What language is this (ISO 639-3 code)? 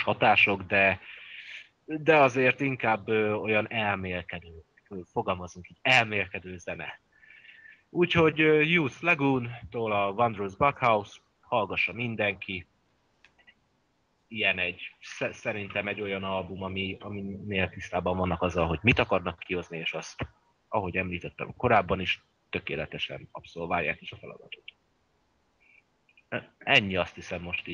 hun